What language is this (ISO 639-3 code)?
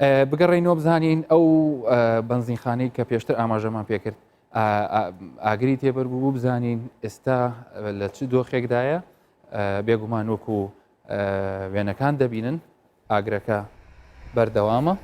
ckb